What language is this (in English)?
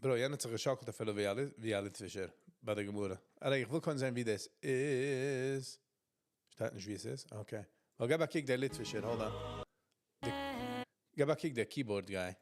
Yiddish